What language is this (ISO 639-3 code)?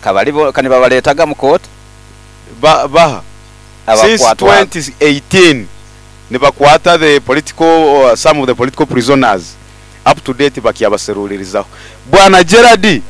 nyo